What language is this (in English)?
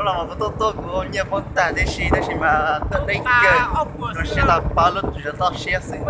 Hmong